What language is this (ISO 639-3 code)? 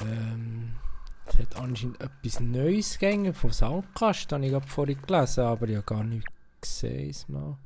gsw